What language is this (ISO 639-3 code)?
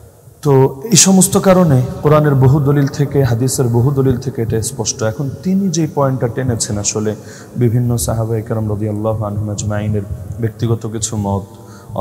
ben